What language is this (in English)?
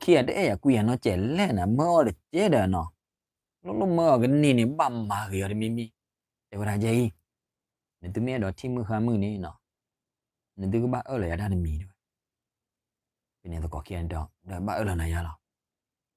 S'gaw Karen